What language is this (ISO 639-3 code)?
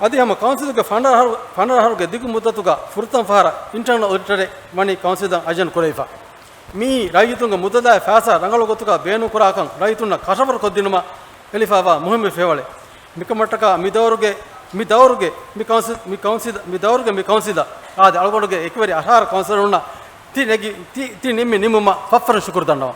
div